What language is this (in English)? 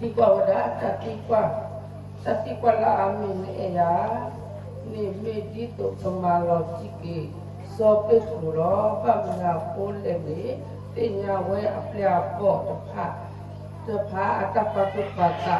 S'gaw Karen